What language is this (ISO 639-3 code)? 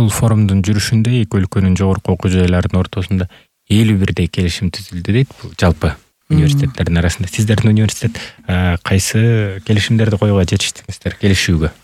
kir